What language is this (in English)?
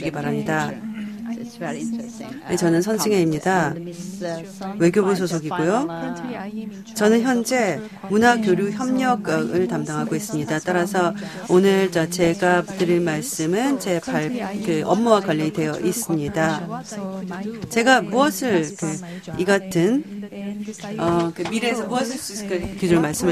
Korean